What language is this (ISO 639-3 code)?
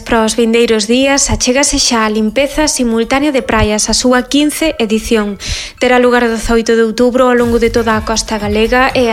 glg